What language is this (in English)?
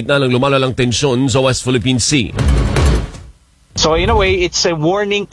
Filipino